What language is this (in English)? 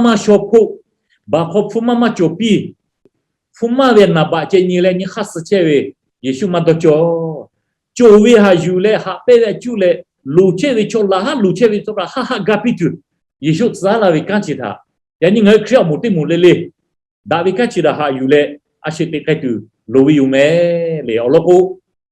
Lahu